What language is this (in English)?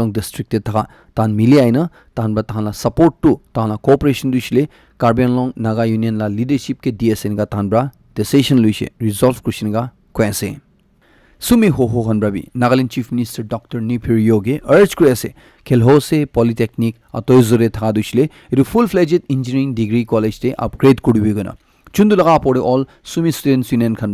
Naga Pidgin